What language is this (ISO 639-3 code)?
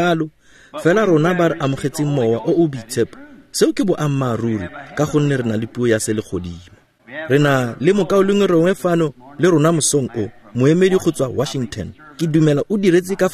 tsn